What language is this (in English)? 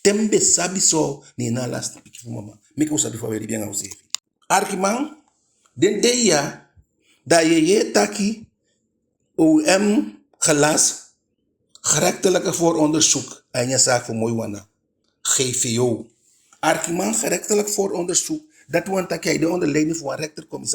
Eastern Maroon Creole